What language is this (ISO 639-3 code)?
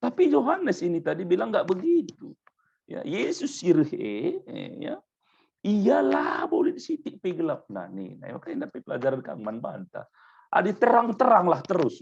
btx